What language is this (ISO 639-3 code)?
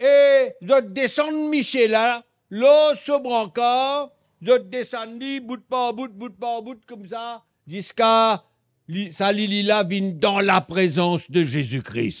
mfe